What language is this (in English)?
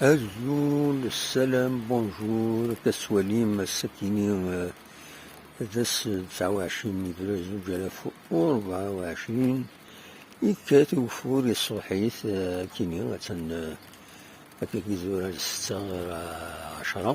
Kabyle